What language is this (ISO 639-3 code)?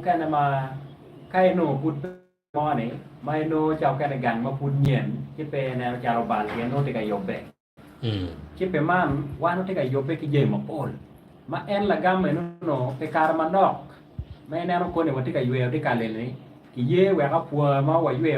ach